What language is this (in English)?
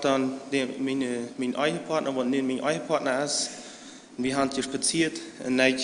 Plautdietsch